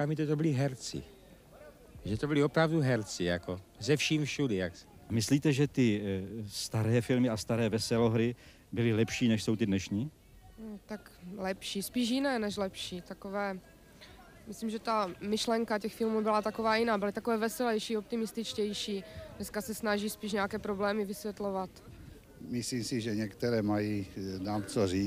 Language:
Czech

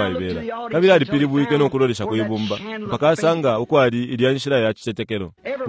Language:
Bemba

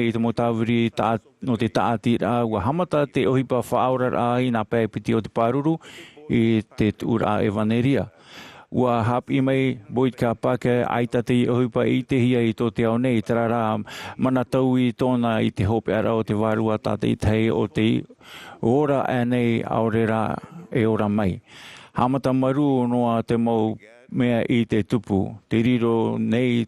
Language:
Tahitian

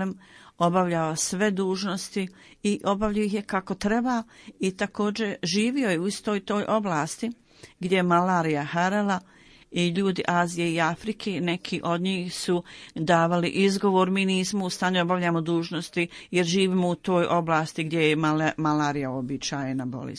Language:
Bosnian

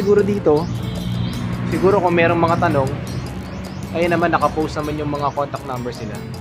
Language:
Filipino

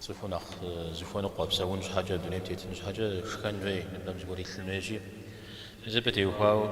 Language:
Kabardian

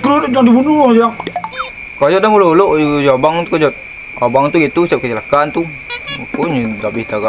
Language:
Minangkabau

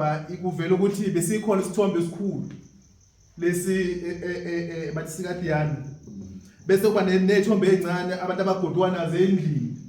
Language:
Zulu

